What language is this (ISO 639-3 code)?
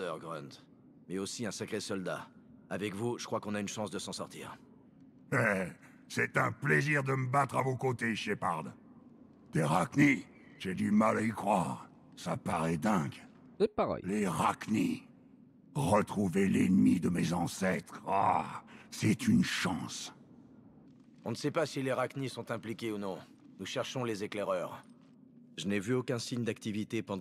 fra